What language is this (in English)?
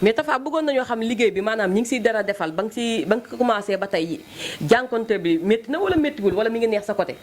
Wolof